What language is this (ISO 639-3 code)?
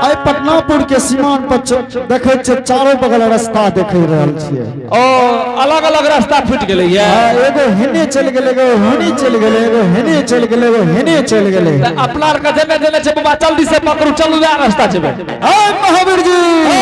anp